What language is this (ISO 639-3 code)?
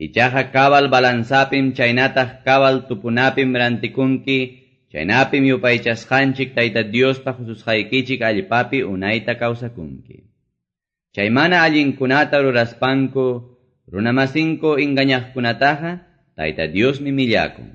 que